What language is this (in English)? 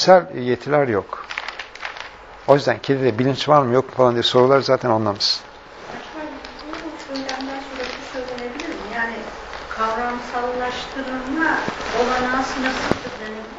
Turkish